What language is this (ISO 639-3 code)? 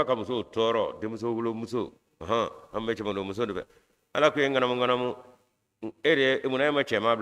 bam